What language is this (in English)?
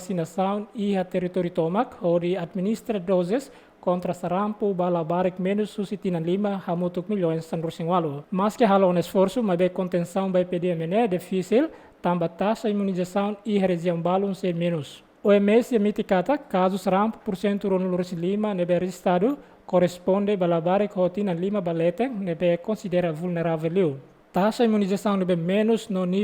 Tetum